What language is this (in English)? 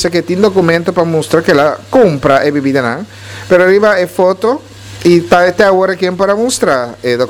Papiamento